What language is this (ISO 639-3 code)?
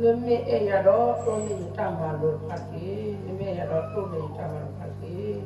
ksw